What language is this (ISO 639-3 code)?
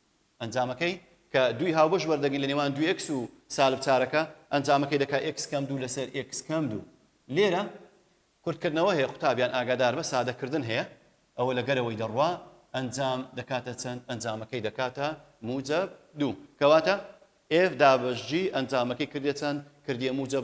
ckb